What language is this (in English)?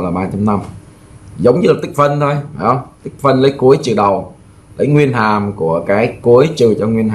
Vietnamese